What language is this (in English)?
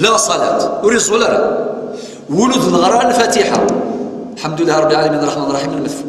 Kabyle